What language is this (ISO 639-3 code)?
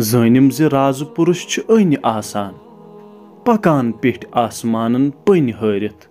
kas